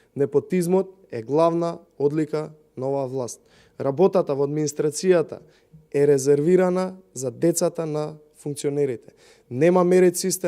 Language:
Macedonian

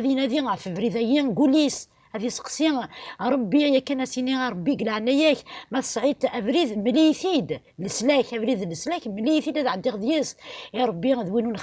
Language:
Kabyle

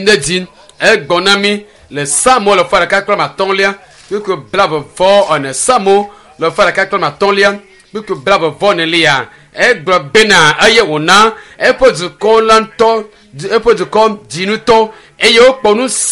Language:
Ewe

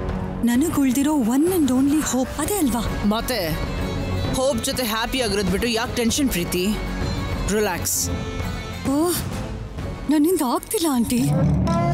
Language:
Kannada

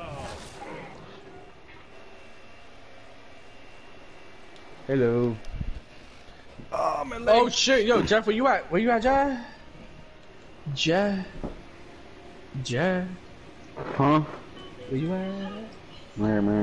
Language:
English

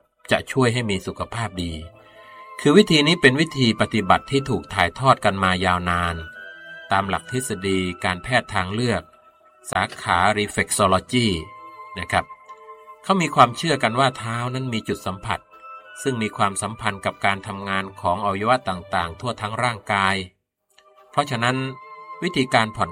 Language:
Thai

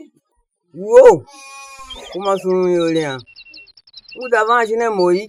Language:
Tiv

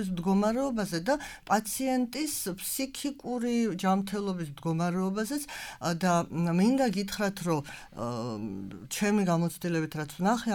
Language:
Georgian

